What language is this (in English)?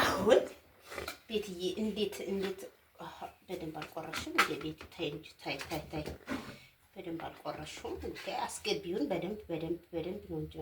Amharic